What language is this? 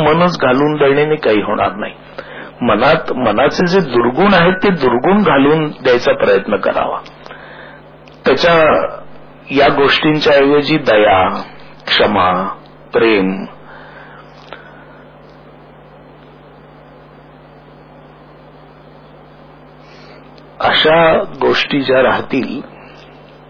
Marathi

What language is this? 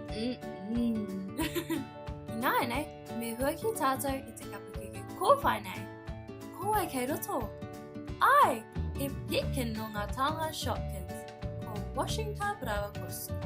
Māori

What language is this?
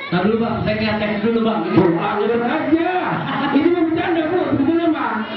Betawi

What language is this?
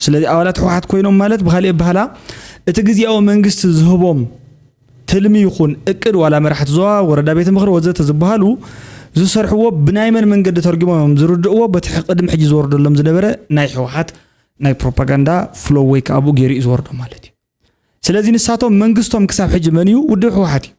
Tigrinya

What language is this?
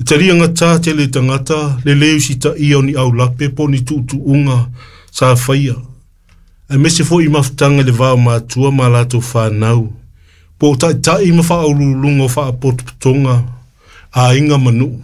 Samoan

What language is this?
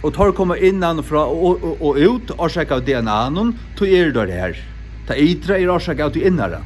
Faroese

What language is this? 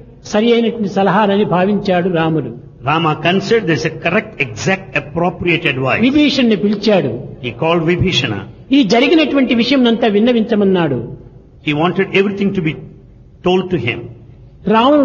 Telugu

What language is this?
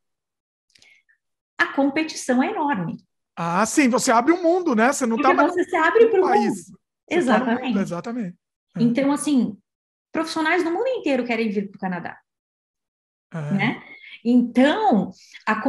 Portuguese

